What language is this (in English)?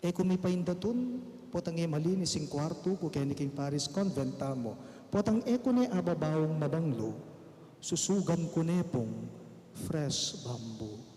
Pampanga